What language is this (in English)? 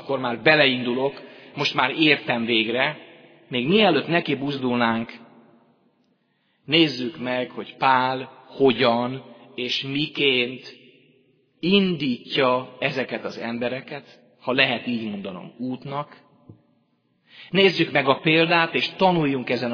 Hungarian